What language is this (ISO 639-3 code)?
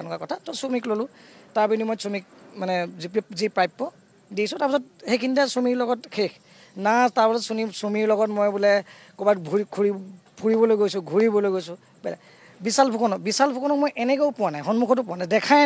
asm